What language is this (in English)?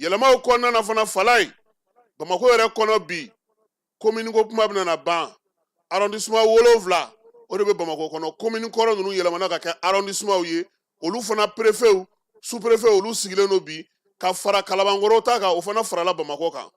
Bambara